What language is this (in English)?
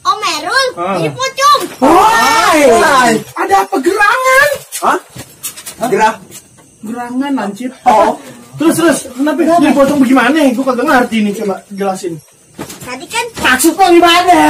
Betawi